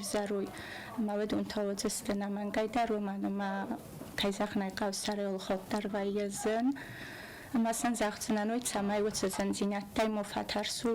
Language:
Ossetic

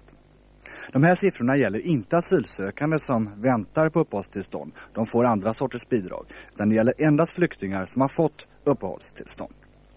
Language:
Swedish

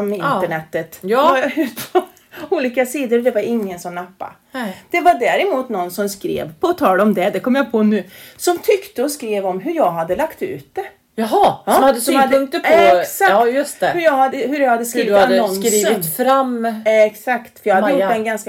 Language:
Swedish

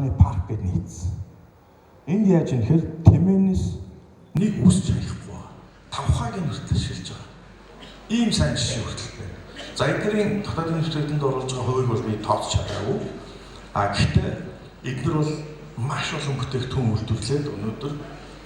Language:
Mongolian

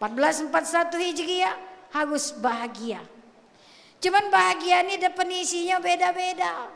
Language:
Musi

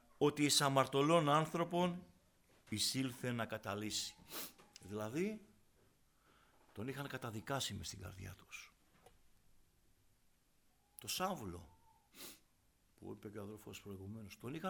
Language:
Greek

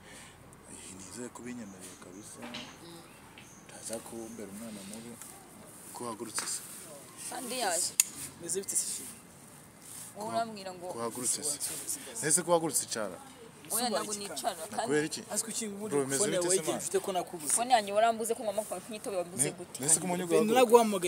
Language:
Kinyarwanda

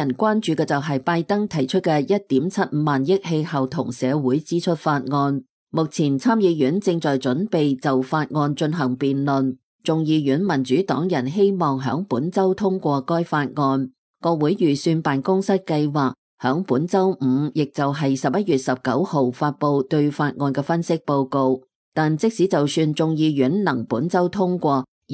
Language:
Cantonese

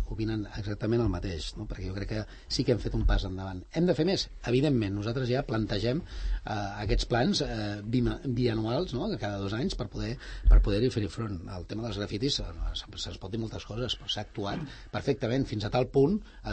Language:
Catalan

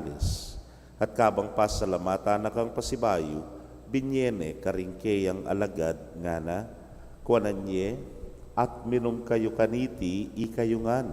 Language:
Pampanga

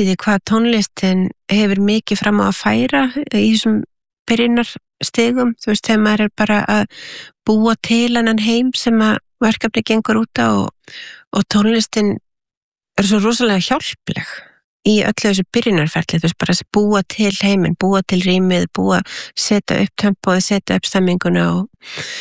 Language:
Icelandic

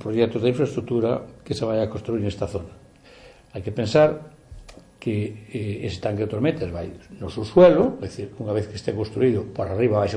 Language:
Galician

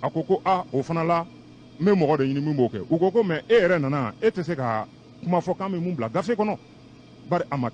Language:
Bambara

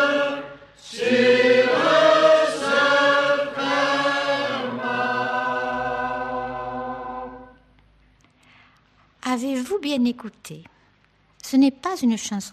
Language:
French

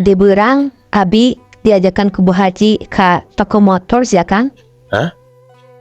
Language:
Sundanese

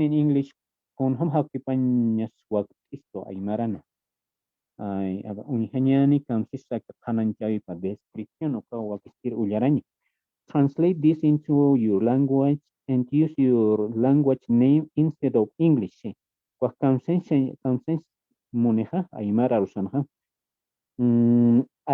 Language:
Aymara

